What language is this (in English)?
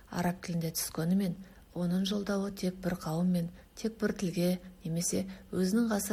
Kazakh